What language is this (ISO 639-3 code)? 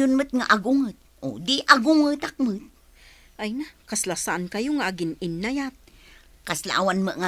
ilo